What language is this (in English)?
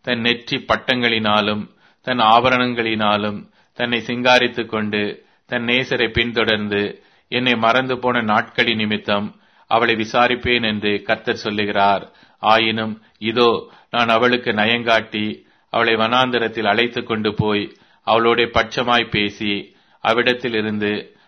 Tamil